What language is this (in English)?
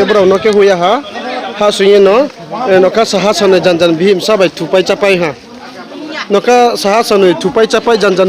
Riang (India)